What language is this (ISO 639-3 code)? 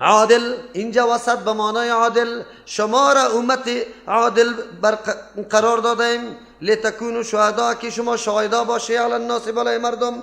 fas